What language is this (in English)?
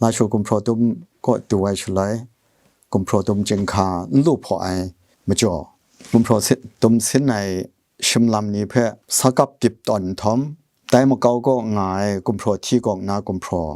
Kachin